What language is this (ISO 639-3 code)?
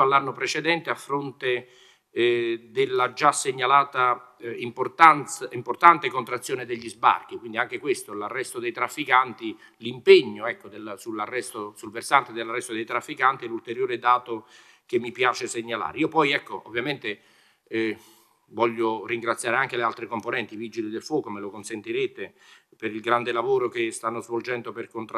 ita